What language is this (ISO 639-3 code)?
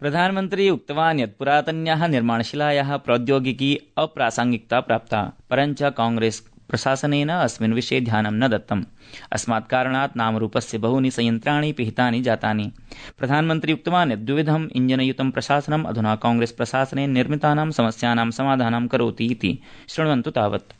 san